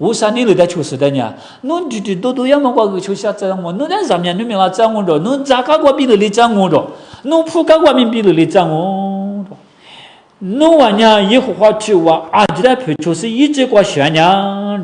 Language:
Lisu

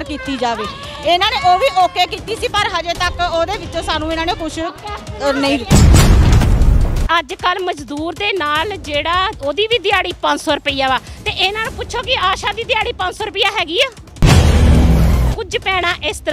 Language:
Punjabi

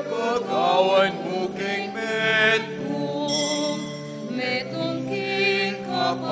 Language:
Pampanga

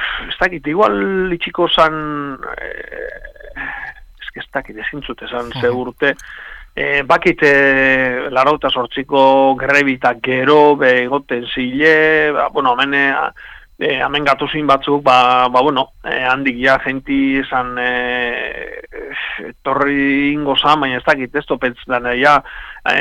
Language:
Basque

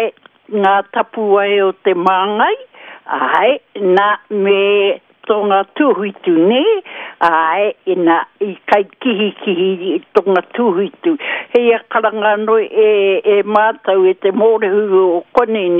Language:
Māori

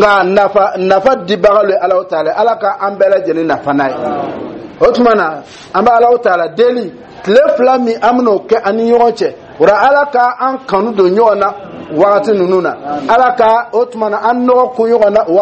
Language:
Dyula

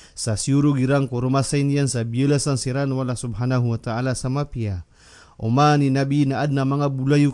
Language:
Maranao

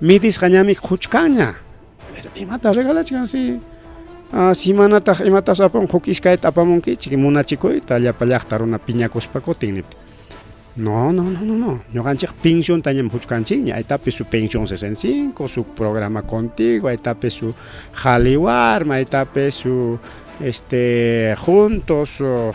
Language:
Ayacucho Quechua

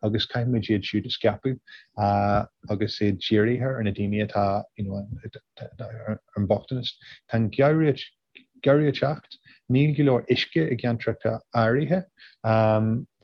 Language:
Irish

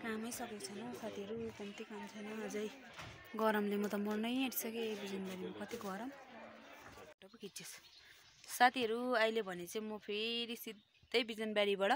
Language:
Nepali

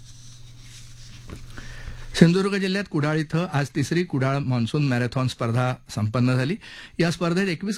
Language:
Marathi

